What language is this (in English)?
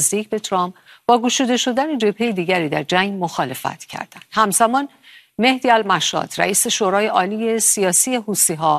Persian